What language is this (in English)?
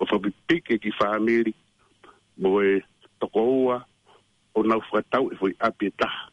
Tongan